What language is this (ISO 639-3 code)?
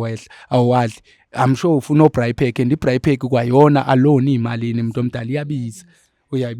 zul